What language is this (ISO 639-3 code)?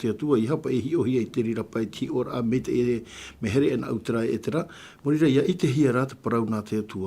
tah